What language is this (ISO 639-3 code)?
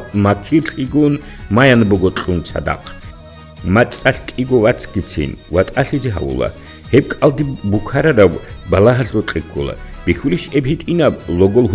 ava